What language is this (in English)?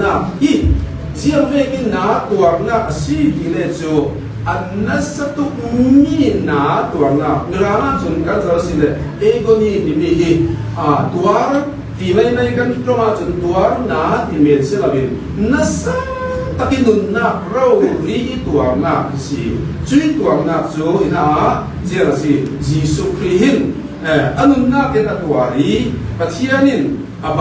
Falam Chin